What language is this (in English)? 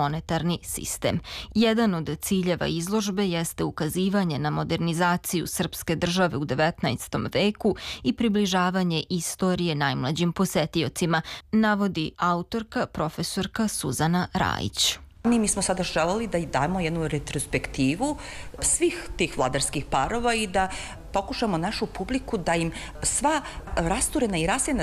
Serbian